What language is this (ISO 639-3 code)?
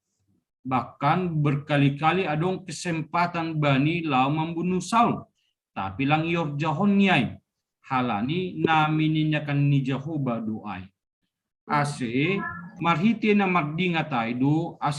bts